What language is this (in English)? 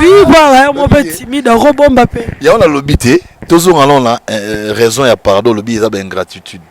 Lingala